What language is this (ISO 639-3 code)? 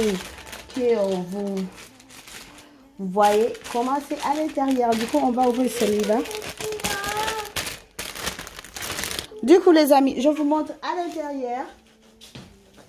fra